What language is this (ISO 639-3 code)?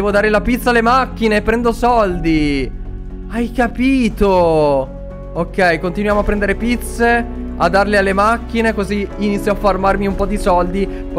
ita